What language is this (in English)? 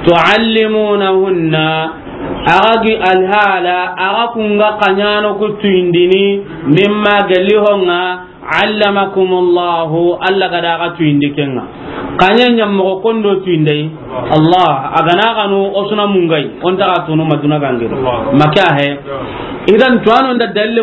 Soninke